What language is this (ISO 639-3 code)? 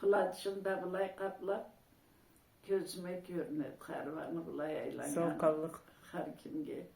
krc